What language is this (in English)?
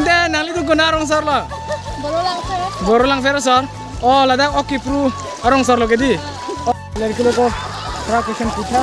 Karbi